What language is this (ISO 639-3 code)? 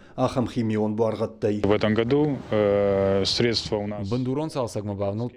oss